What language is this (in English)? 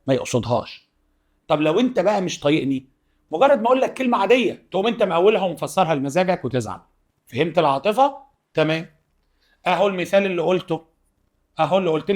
Egyptian Arabic